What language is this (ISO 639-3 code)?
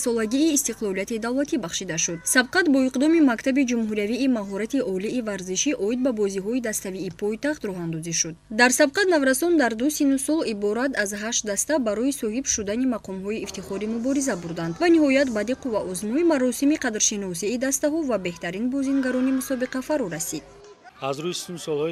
tgk